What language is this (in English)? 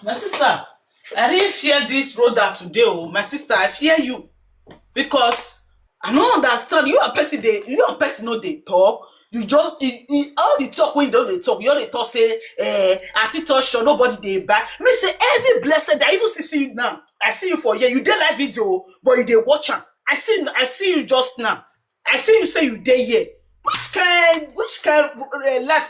Nigerian Pidgin